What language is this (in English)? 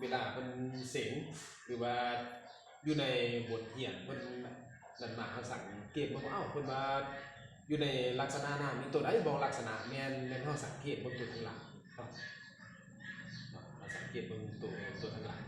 Lao